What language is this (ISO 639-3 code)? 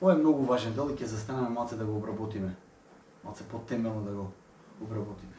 mkd